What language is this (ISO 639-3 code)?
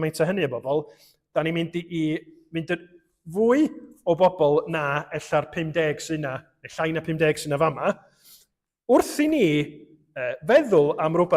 cym